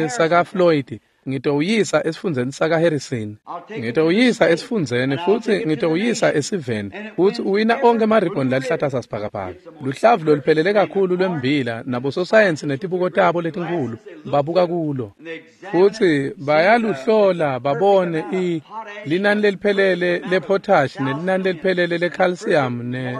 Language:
Swati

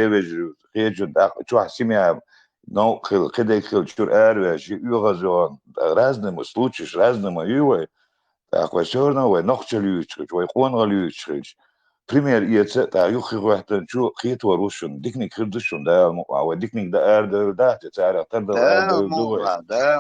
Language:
Chechen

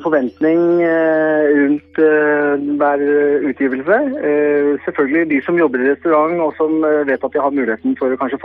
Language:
Norwegian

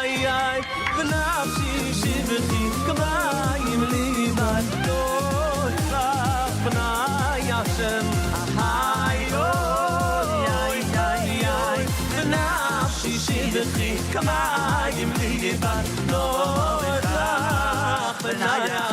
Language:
Yiddish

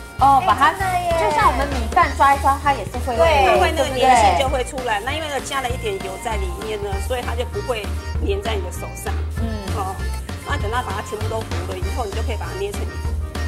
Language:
Chinese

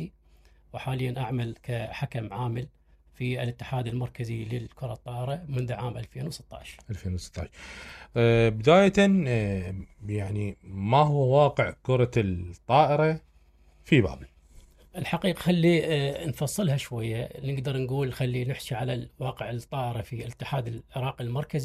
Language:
Mesopotamian Arabic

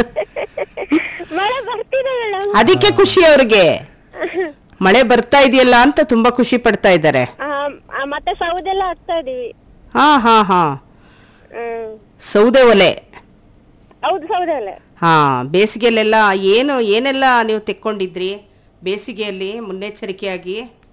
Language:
Kannada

